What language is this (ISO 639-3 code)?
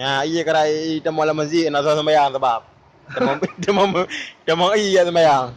ace